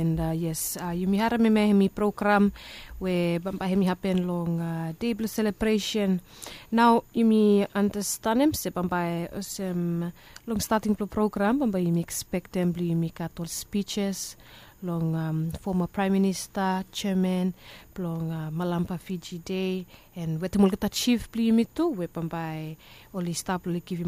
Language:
Bislama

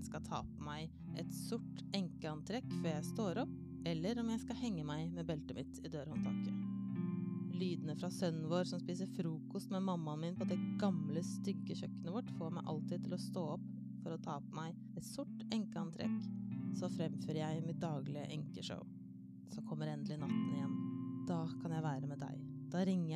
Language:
Norwegian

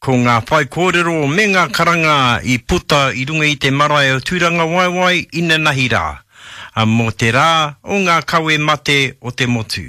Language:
Māori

